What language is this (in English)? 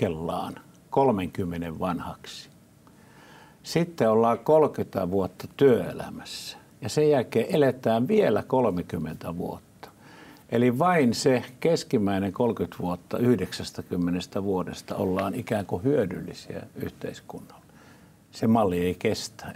Finnish